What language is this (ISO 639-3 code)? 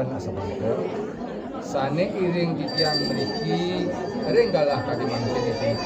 ban